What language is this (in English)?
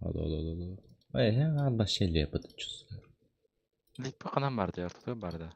Yakut